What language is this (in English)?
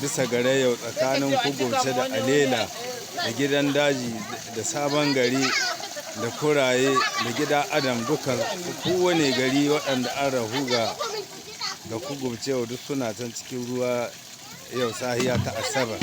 Hausa